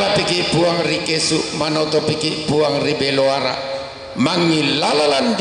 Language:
Toraja-Sa'dan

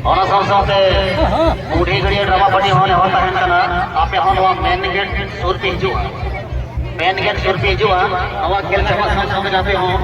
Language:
Santali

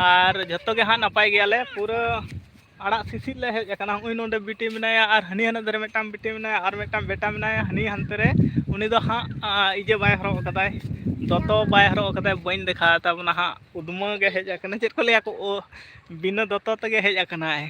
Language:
Santali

